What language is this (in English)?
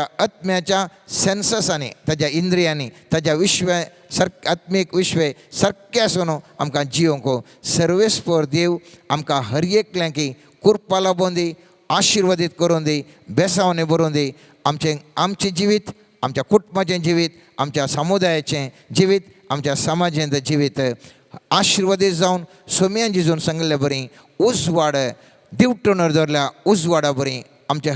Konkani